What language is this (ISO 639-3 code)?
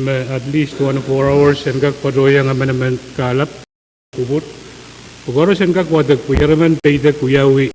pon